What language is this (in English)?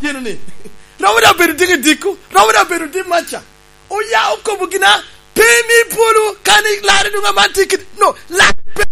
Lango (Uganda)